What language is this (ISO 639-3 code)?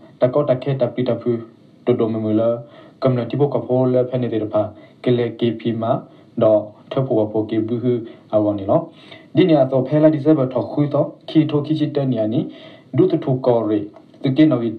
ksw